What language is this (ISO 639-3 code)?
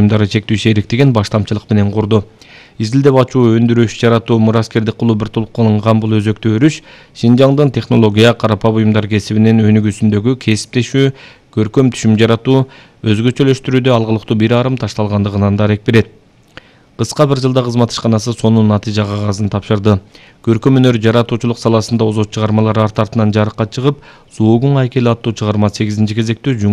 kir